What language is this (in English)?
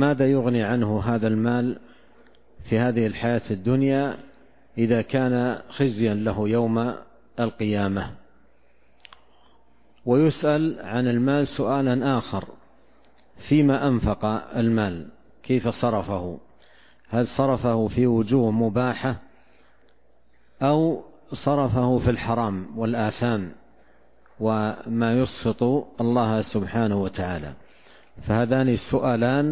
Arabic